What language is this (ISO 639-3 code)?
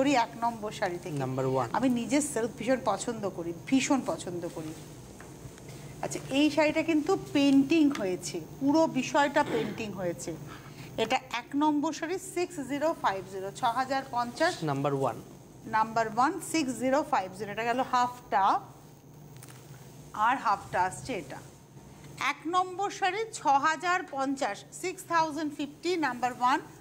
ben